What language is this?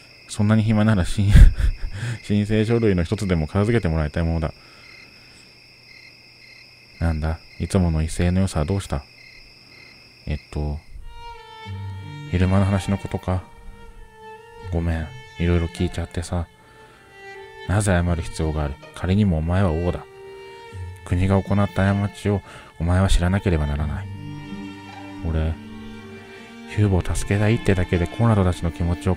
Japanese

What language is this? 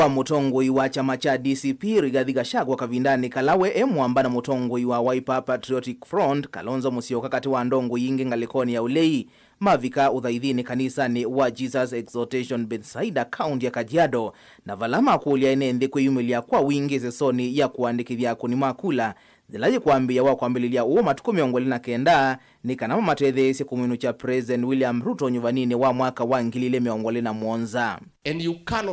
Kamba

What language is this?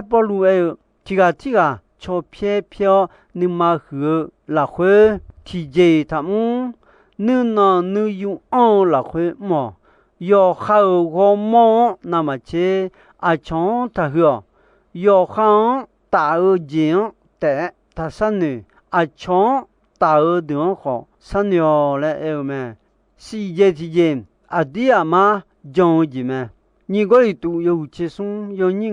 Akha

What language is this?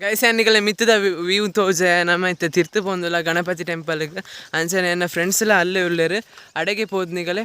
Tulu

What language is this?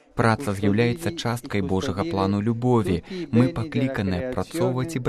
Belarusian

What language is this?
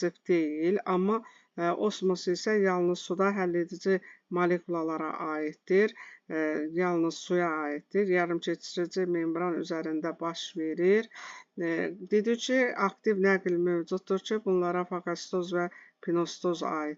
Azerbaijani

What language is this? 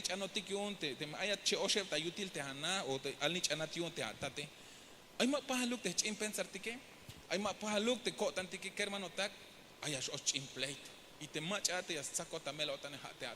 Tzeltal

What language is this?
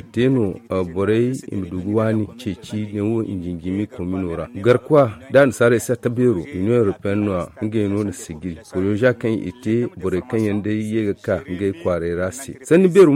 Zarma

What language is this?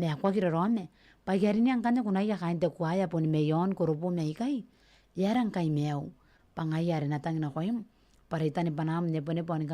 Gilbertese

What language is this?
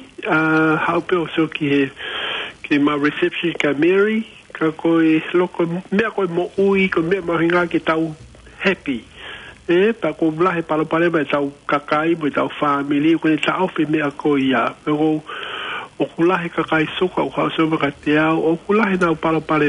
Tongan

